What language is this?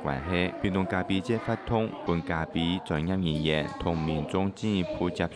Hakka Chinese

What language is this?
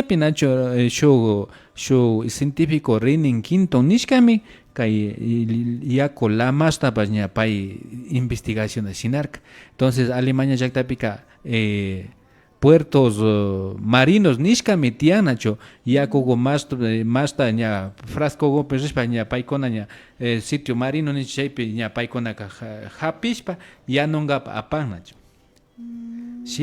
Imbabura Highland Quichua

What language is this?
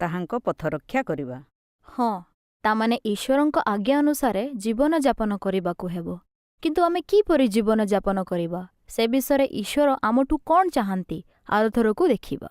Odia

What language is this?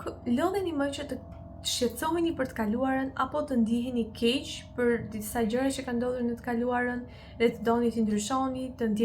Albanian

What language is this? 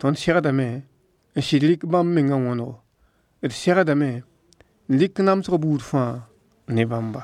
Mossi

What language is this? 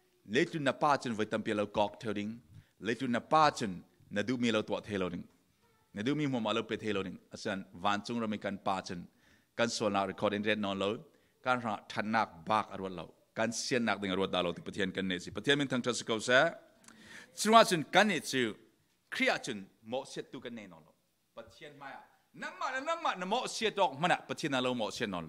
Falam Chin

